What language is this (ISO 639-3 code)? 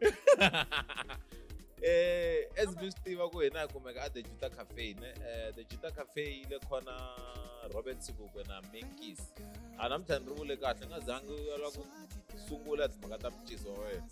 tso